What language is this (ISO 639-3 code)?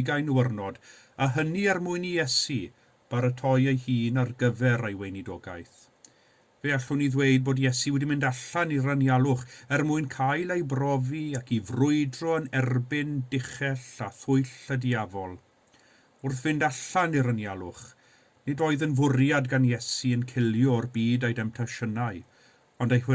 cym